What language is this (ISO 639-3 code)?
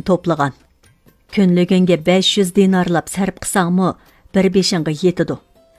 uig